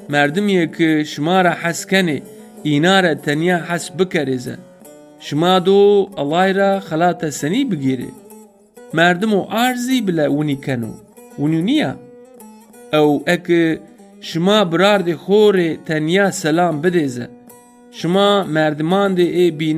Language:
Zaza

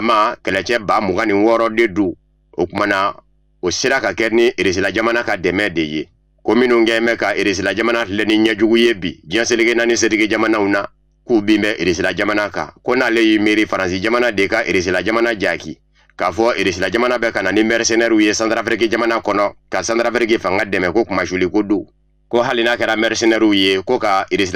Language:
Bambara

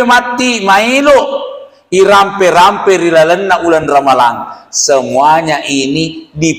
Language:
Buginese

